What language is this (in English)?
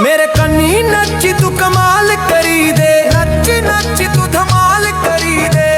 Dogri